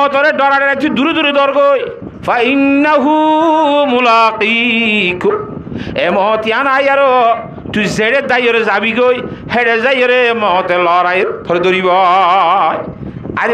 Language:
Rohingya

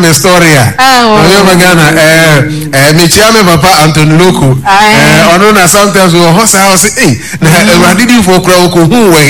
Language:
Akan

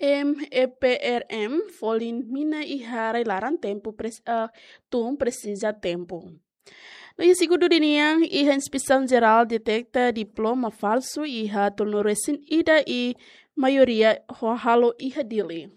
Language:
Tetum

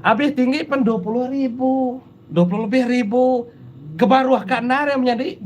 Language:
Iban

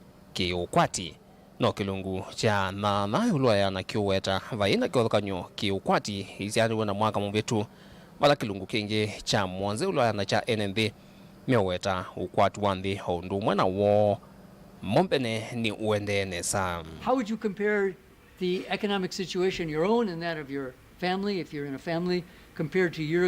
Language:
Kamba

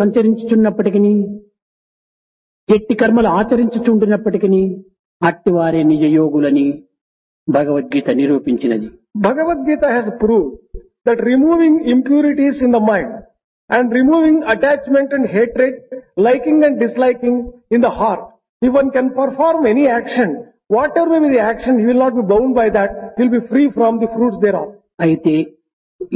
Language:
Telugu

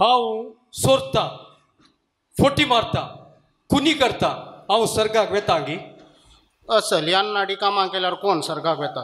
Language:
Konkani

